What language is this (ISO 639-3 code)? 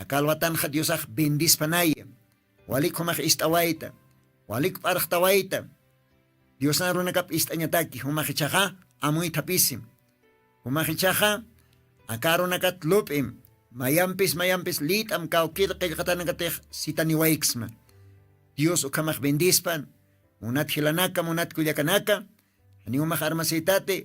aym